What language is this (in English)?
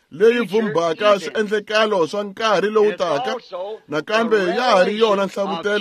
Tsonga